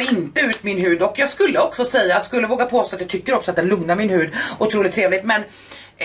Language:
Swedish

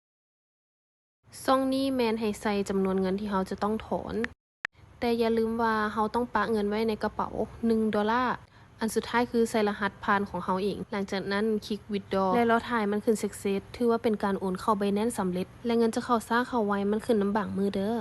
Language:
Lao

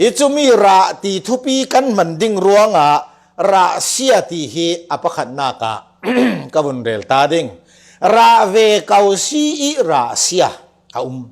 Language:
Falam Chin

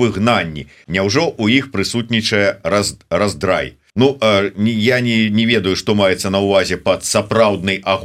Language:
Belarusian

